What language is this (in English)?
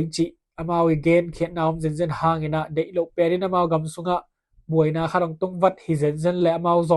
Tedim Chin